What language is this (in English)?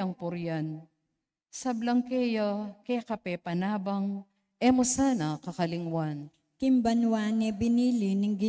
Pampanga